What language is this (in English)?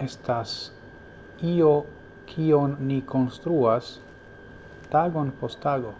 Esperanto